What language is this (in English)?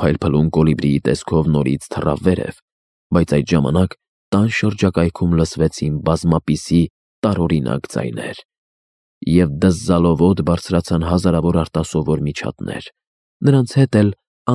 Armenian